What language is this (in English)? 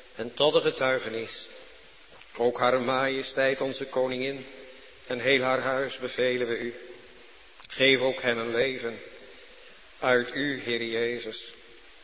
Dutch